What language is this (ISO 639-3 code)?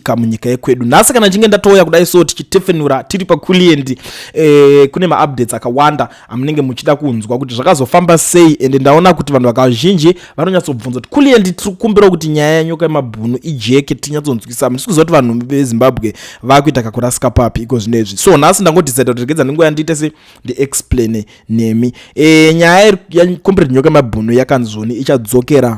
sna